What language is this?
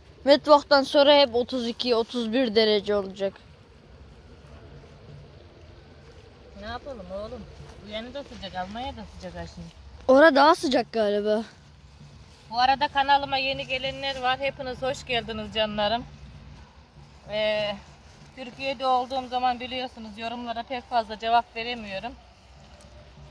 Turkish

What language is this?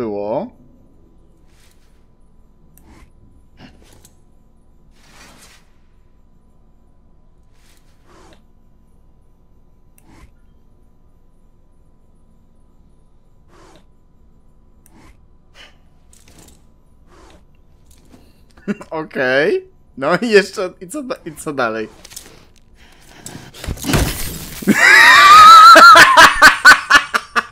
Polish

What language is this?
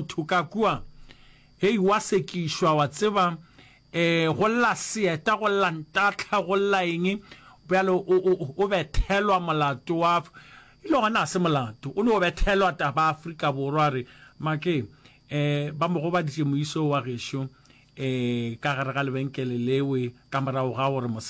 Northern Sotho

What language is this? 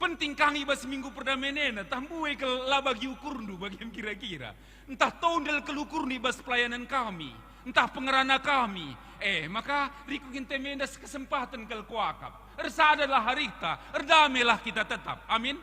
Batak Karo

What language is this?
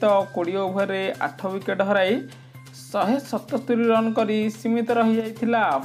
Odia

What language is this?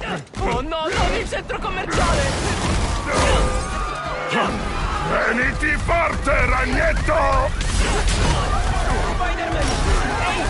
Italian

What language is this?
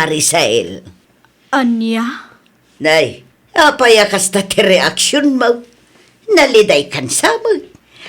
Iloko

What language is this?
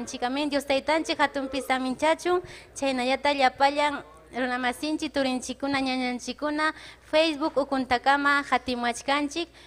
Ayacucho Quechua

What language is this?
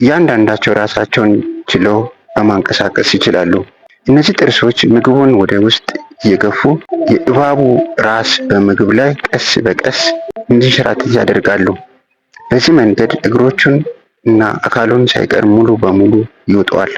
Amharic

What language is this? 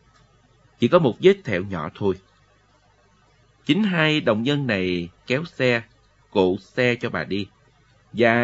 Vietnamese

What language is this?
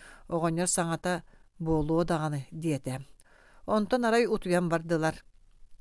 Yakut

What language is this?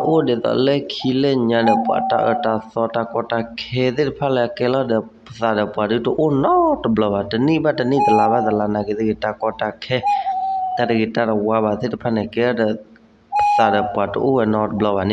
S'gaw Karen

